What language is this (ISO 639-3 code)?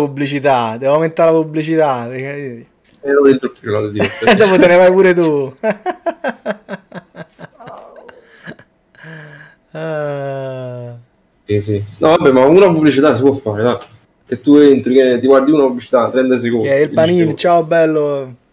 ita